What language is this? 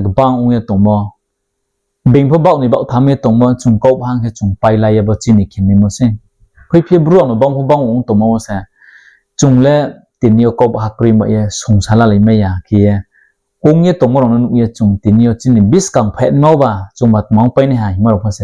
Riang (India)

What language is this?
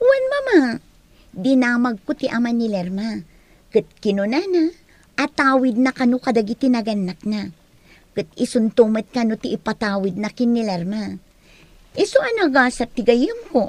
Iloko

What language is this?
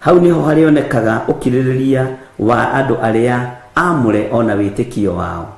Kikuyu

